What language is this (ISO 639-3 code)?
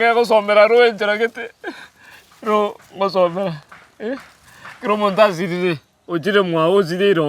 guz